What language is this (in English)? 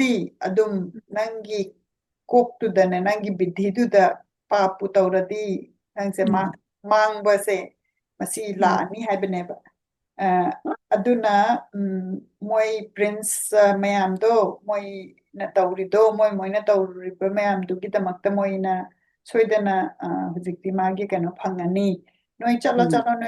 Manipuri